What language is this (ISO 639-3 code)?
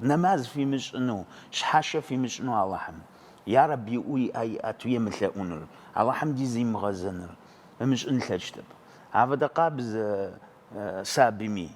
ady